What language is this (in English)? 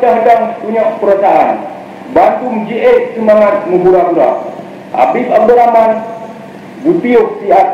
Achinese